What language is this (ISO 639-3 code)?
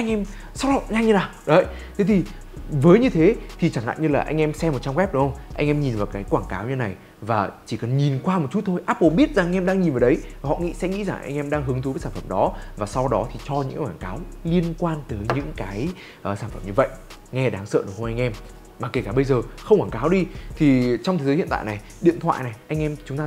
vie